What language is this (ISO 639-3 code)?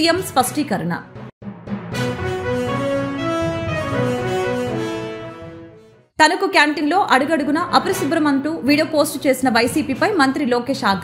tel